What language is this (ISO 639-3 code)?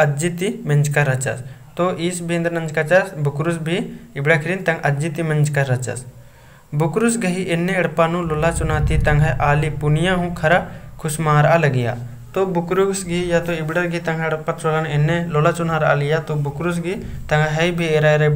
kru